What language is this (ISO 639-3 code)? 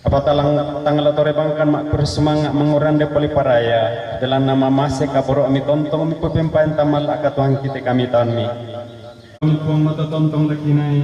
sda